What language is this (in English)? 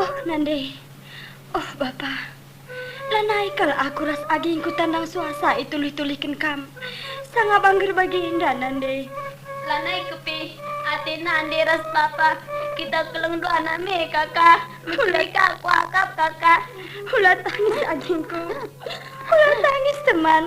Batak Karo